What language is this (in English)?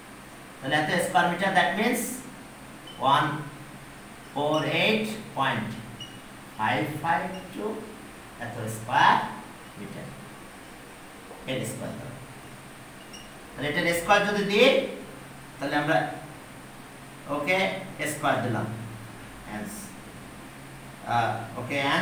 Bangla